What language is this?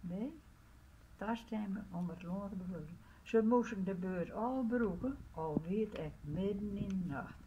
Western Frisian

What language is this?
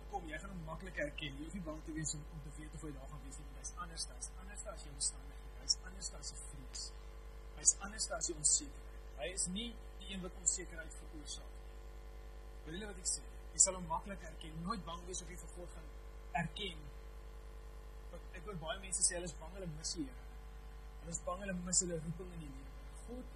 Afrikaans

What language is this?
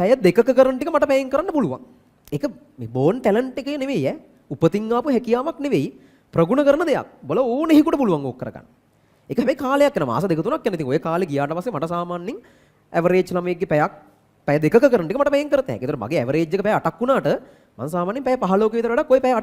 Sinhala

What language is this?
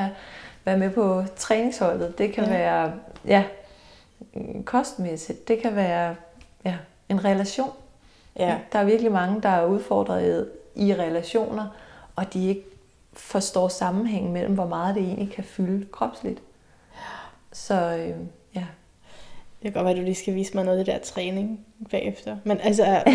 Danish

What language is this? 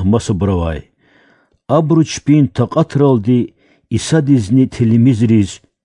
Lezghian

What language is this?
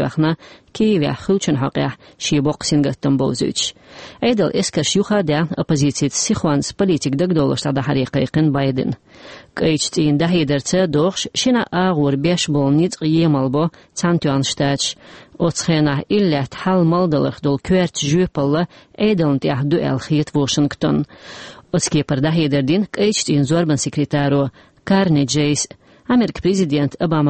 Chechen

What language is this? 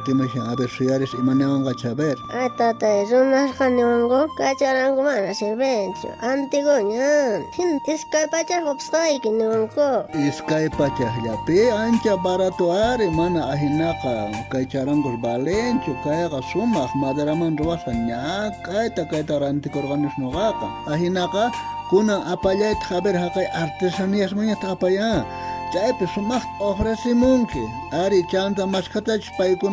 South Bolivian Quechua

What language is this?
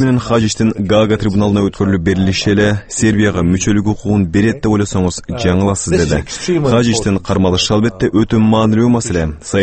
Kyrgyz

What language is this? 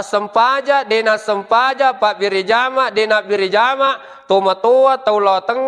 Buginese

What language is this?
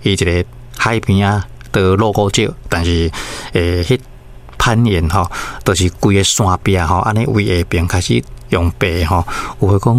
Min Nan Chinese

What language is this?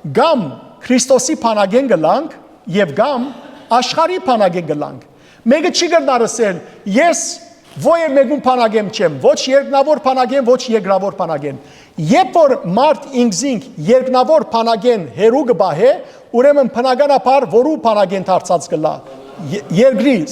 Western Armenian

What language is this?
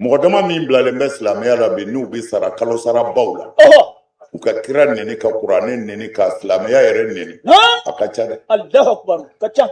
Bambara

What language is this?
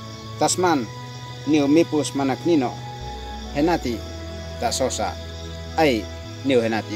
Uab Meto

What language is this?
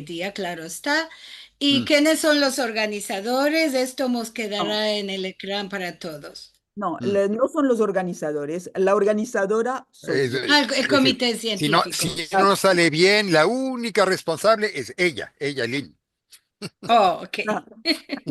Ladino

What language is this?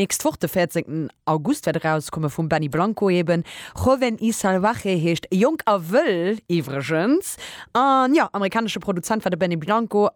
Luxembourgish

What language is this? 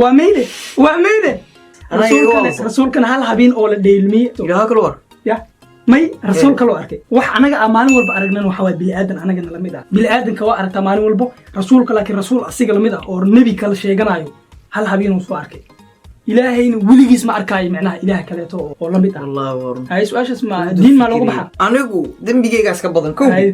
Somali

